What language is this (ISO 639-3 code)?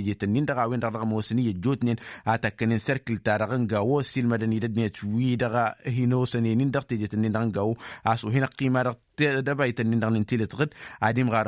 taq